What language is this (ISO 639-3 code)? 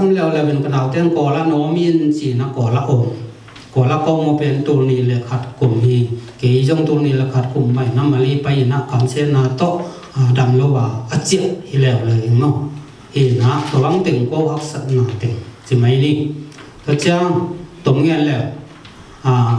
ctd